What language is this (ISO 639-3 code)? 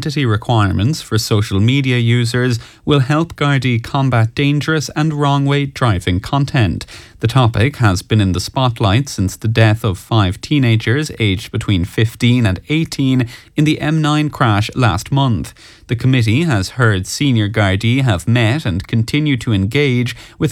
eng